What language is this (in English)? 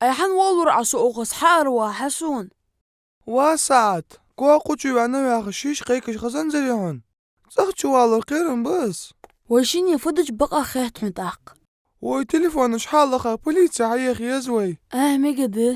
Ingush